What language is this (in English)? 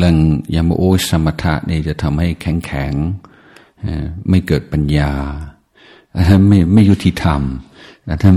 Thai